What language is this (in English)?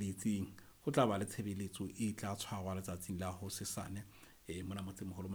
Southern Sotho